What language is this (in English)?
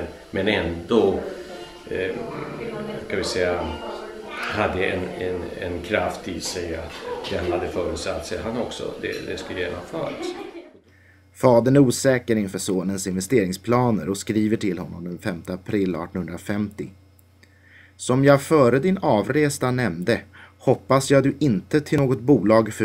Swedish